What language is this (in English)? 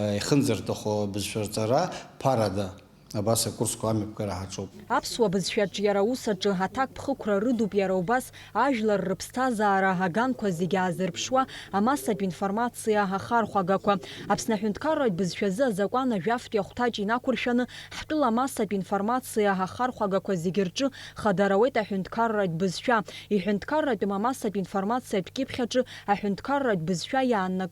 Abkhazian